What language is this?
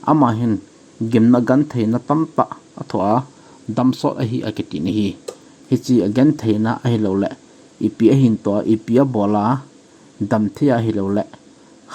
Thado Chin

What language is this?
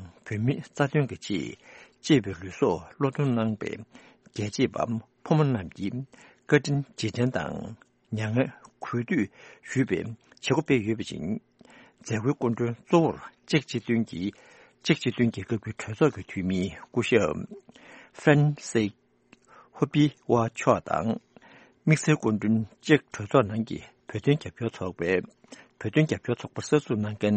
Tibetan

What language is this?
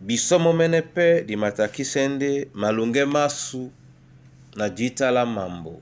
Duala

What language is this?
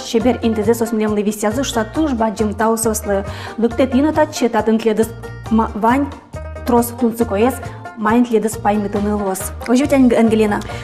Udmurt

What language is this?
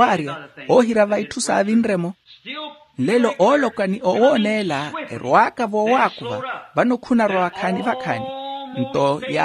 Makhuwa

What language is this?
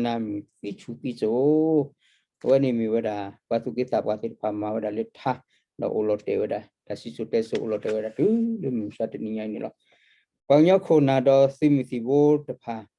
S'gaw Karen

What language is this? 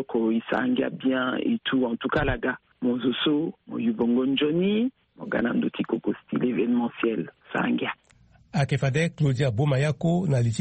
Sango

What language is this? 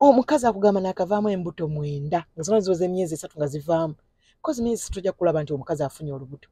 Ganda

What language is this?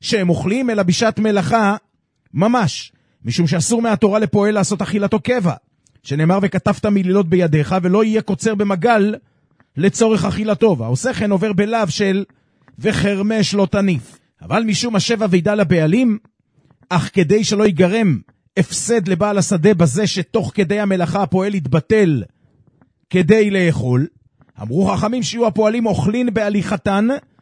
Hebrew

